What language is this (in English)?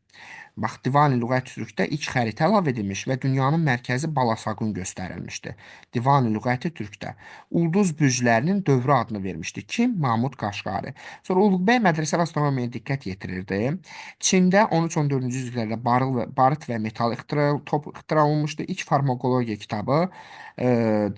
Azerbaijani